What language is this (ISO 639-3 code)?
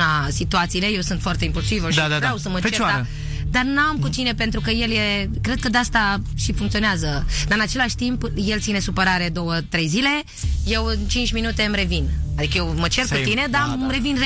ron